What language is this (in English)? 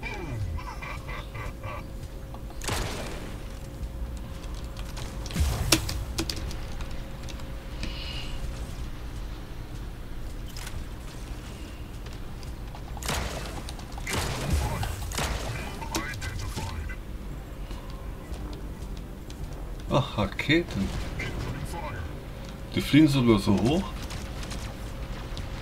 German